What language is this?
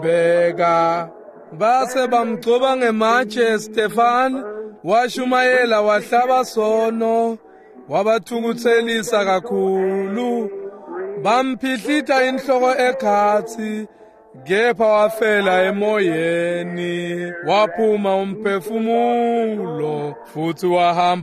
Swati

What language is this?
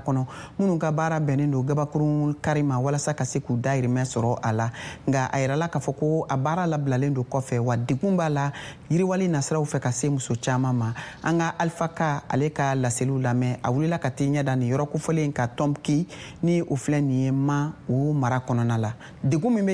Bambara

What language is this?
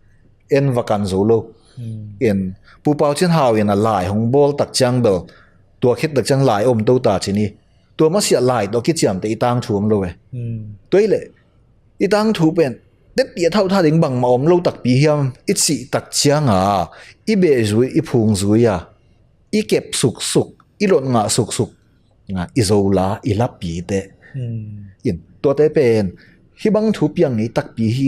Tedim Chin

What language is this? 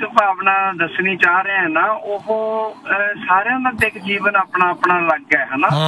Punjabi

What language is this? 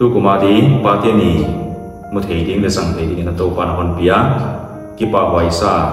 Paite Chin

